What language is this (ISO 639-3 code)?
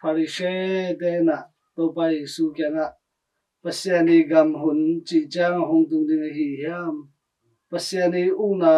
ctd